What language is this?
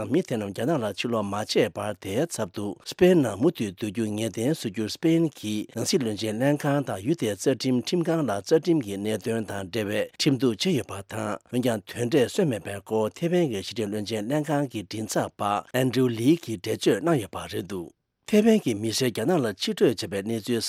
Tibetan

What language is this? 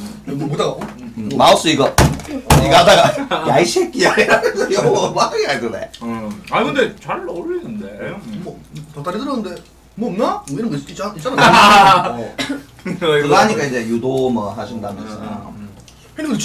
Korean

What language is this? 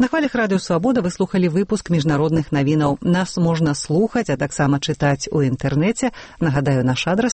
Belarusian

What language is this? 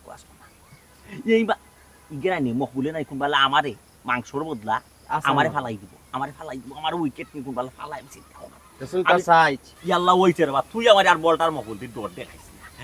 Sylheti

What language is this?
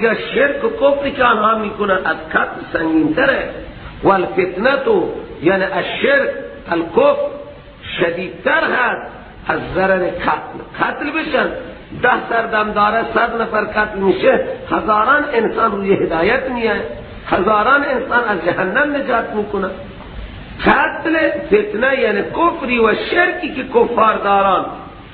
Persian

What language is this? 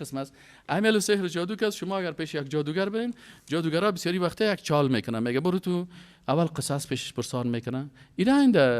Persian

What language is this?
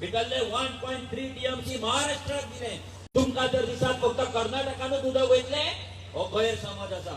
Konkani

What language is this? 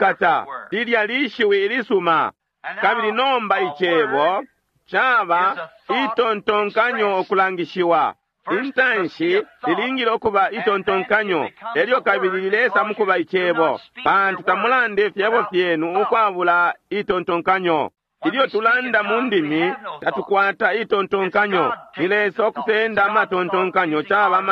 Bemba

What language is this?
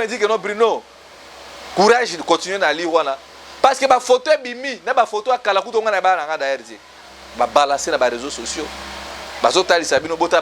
Lingala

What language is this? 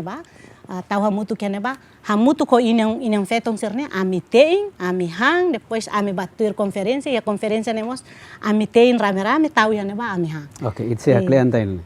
Tetum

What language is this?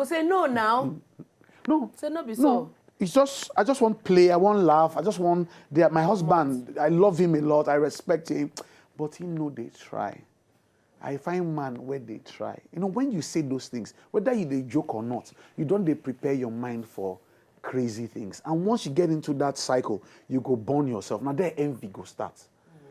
Nigerian Pidgin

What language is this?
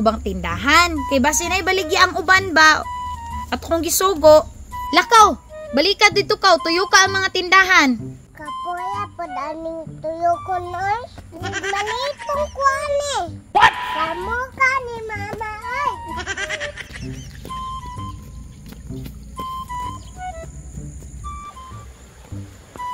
Cebuano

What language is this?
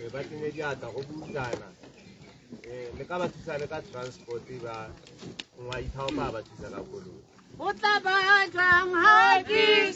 Tswana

